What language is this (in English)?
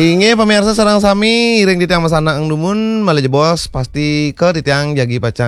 Balinese